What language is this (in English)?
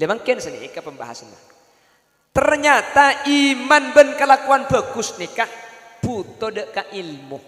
Madurese